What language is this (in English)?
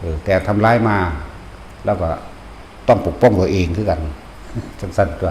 Northeastern Thai